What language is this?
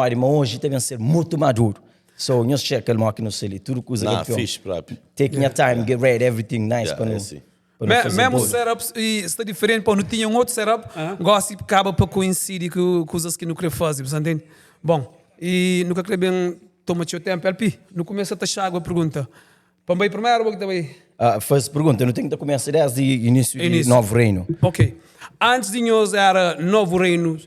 Kabuverdianu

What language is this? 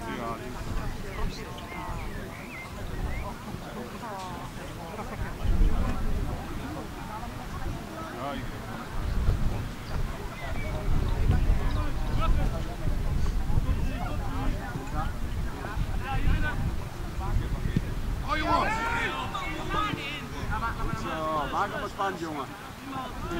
Dutch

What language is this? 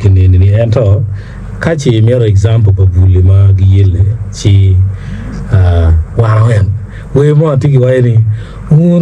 Acoli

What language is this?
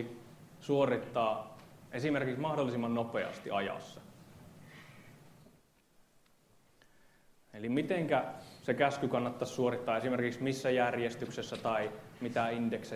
Finnish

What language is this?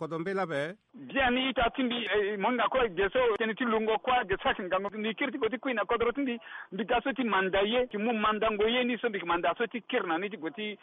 Sango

